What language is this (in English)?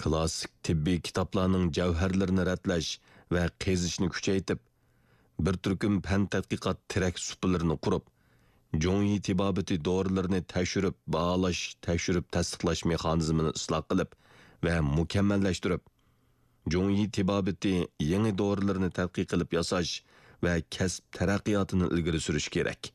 Uyghur